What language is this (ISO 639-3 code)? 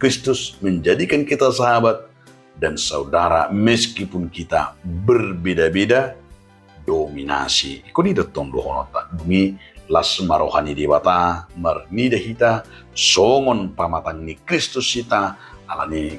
bbc